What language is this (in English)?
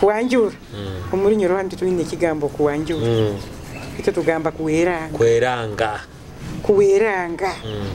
Nyoro